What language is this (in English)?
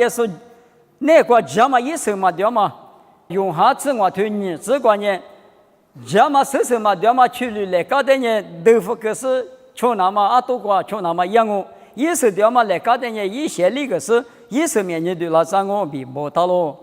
Lisu